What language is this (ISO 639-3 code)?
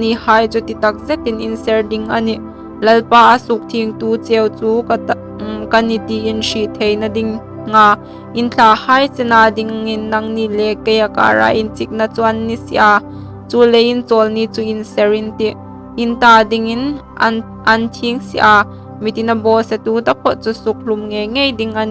hmr